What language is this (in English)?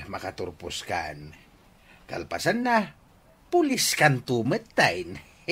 Iloko